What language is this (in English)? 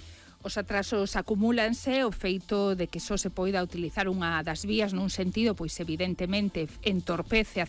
Galician